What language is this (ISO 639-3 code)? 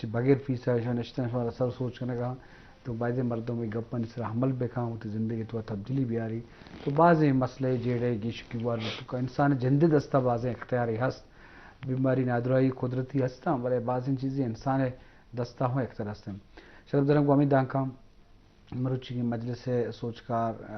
bgp